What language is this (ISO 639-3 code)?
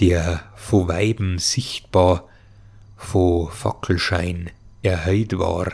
bar